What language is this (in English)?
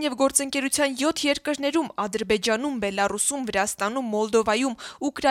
Armenian